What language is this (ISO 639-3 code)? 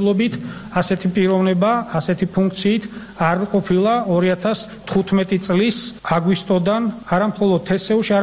kat